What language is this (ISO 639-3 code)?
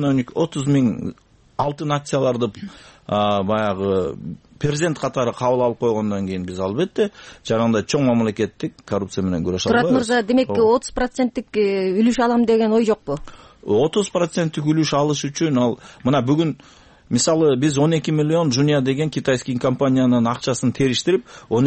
kir